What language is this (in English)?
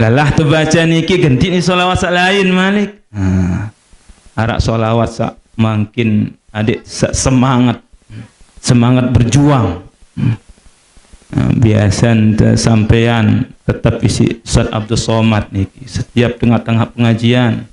Sasak